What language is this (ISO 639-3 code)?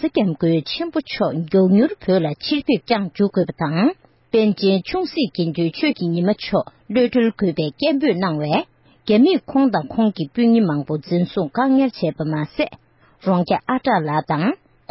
bod